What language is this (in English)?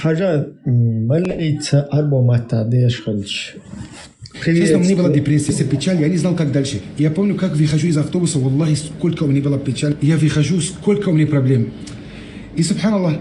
Chechen